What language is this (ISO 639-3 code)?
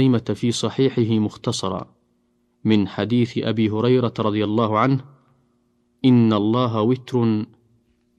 ara